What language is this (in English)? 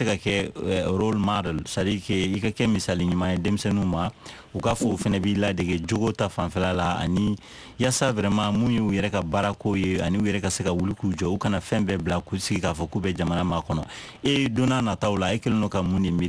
Bambara